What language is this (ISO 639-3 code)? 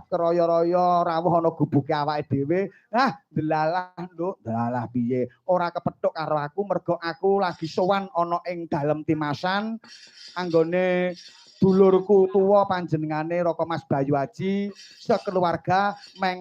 jav